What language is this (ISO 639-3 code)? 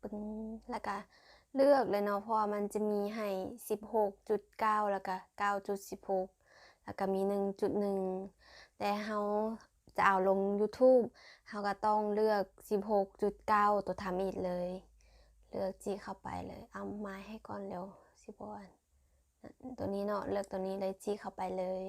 lao